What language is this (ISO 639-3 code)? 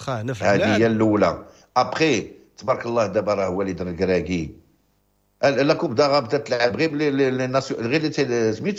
ary